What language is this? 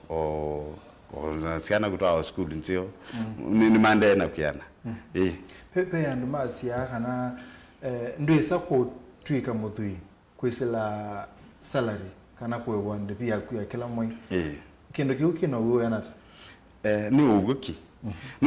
Kamba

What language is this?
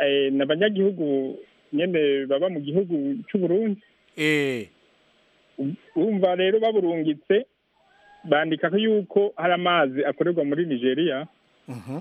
Rundi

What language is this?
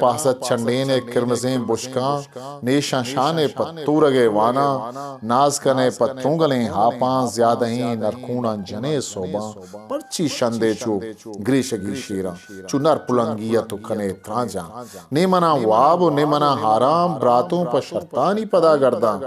Eastern Balochi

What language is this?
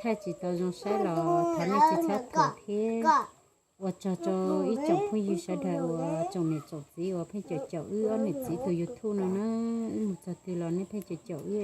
Hmong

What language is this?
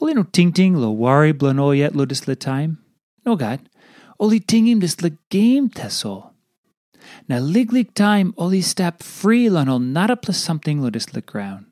Tok Pisin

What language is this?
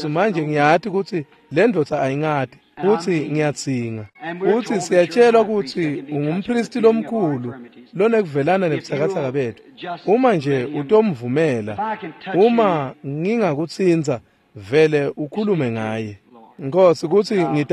Swati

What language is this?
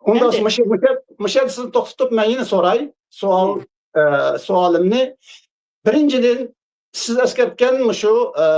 Uyghur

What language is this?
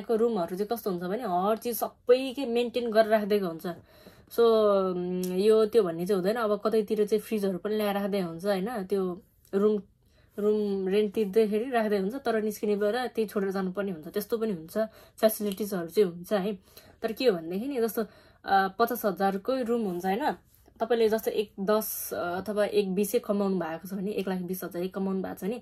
Nepali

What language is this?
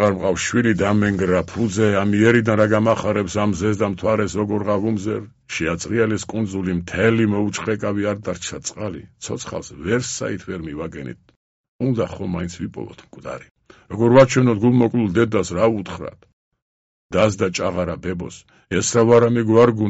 Georgian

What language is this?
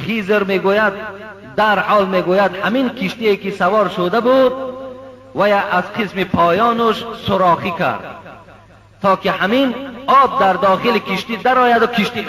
Tajik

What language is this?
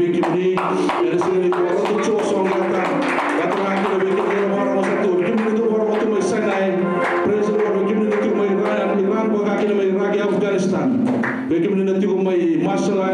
Fijian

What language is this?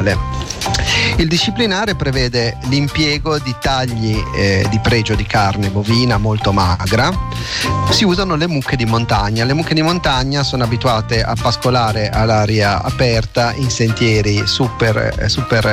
Italian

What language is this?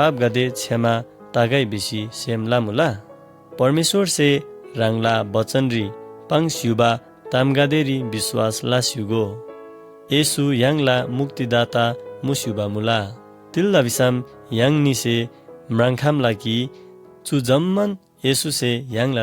Eastern Tamang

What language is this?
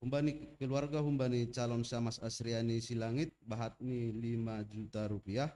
Batak Simalungun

